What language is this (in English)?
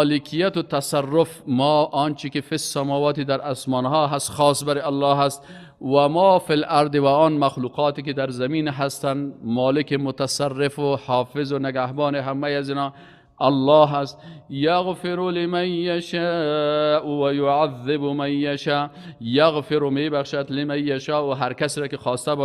Persian